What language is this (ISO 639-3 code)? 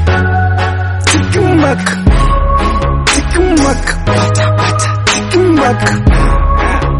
swa